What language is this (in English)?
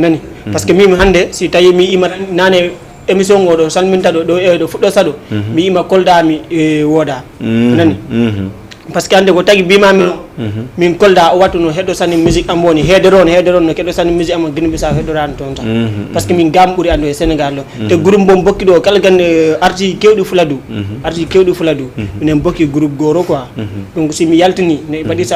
Fula